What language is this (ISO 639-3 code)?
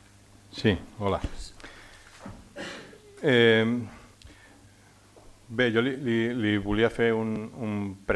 cat